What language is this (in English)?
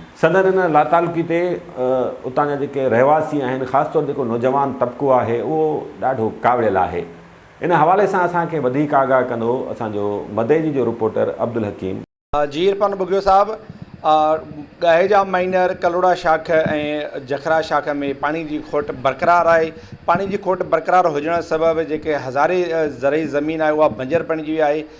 Sindhi